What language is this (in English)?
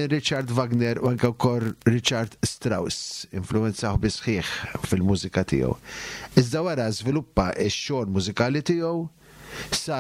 Maltese